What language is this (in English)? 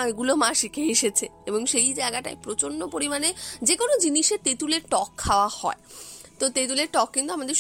Bangla